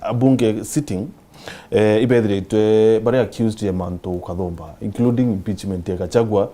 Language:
Meru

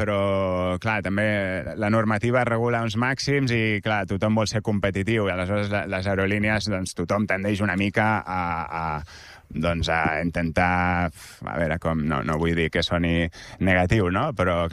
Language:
Catalan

